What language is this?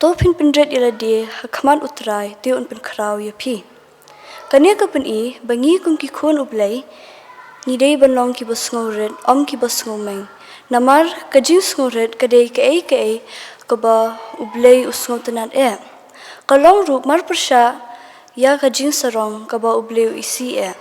Khasi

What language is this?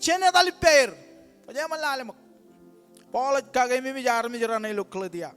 Marshallese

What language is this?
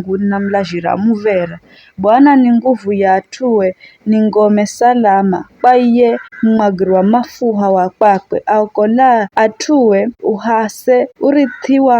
Giryama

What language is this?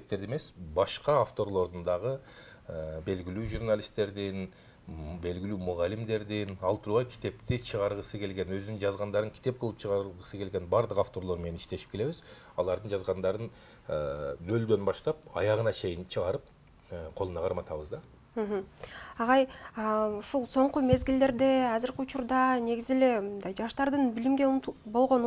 Kyrgyz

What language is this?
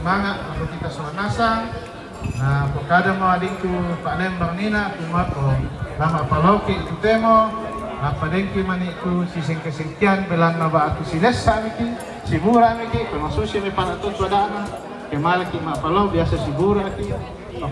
Toraja-Sa'dan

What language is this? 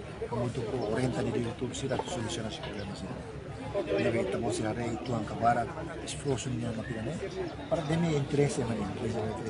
Tetum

